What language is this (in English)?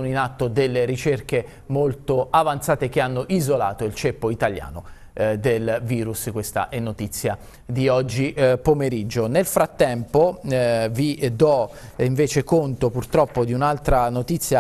Italian